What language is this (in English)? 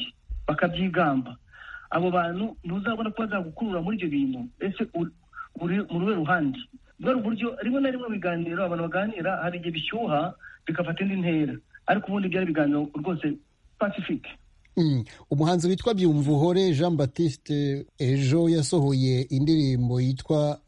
Kinyarwanda